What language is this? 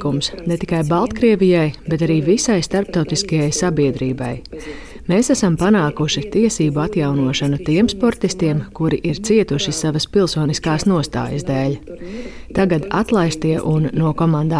Latvian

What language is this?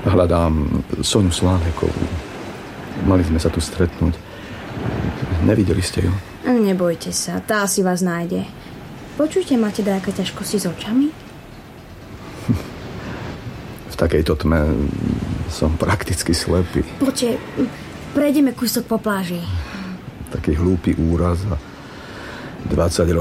Slovak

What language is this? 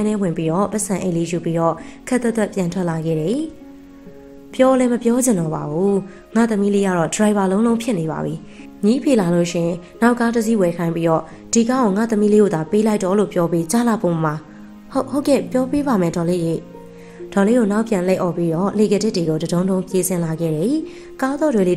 Burmese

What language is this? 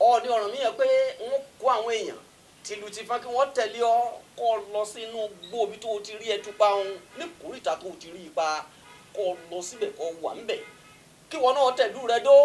Yoruba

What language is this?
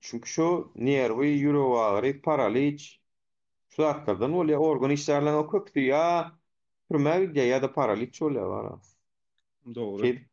Turkmen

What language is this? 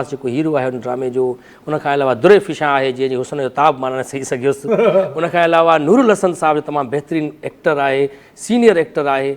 Sindhi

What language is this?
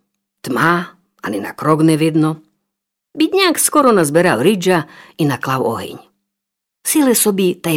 Rusyn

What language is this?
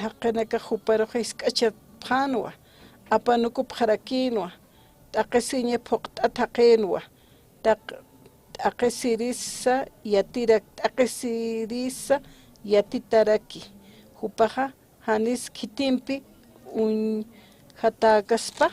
Aymara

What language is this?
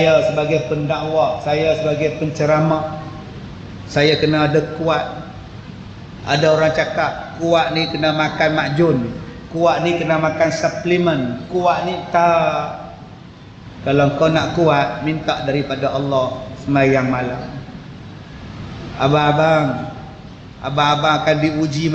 Malay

